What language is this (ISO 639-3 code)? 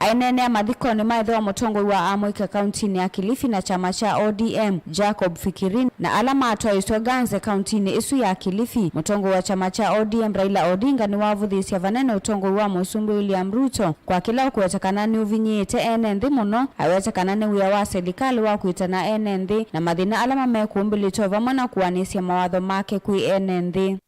kam